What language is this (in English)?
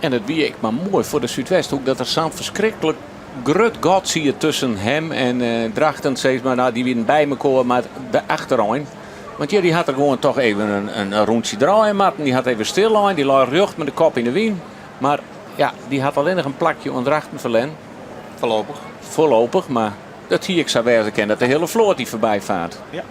Western Frisian